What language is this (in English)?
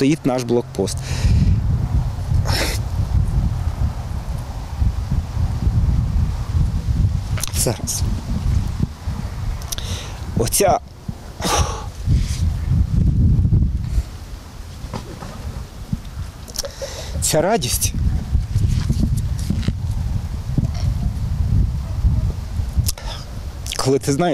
Ukrainian